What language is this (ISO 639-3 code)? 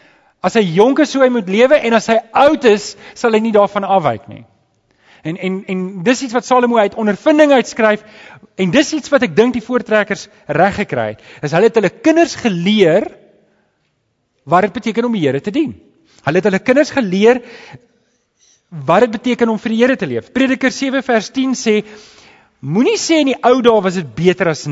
afr